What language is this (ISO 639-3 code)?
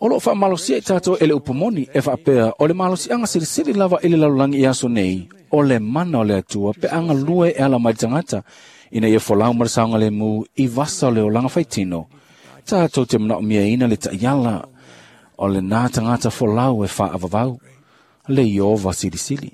smo